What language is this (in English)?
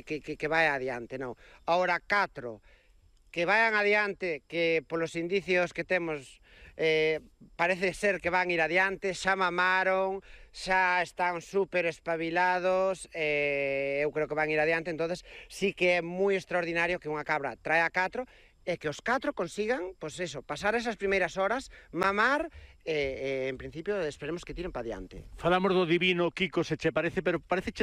Galician